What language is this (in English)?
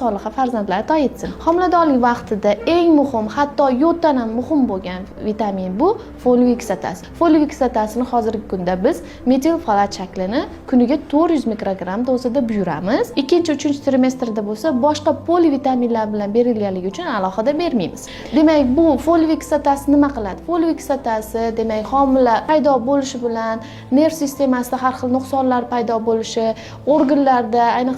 Uzbek